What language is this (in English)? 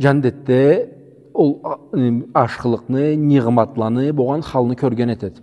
Karachay-Balkar